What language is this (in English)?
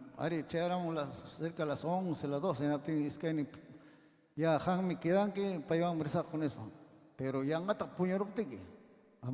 Ayacucho Quechua